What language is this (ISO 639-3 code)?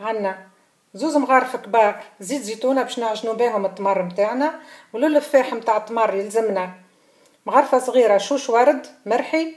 aeb